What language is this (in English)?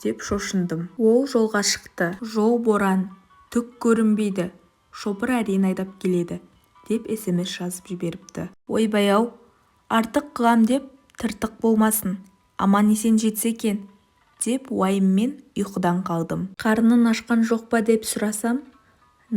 Kazakh